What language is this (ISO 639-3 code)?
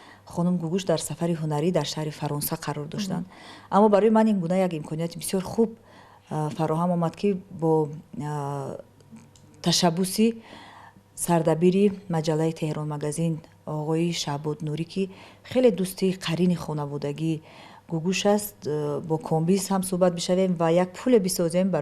tgk